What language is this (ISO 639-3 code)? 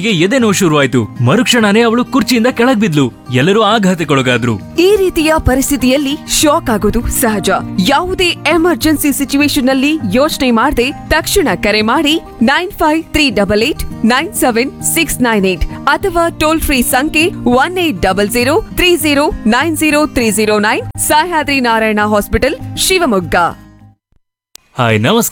kan